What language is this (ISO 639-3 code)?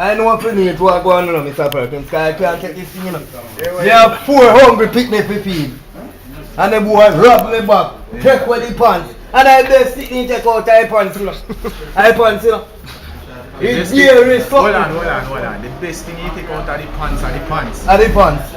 jam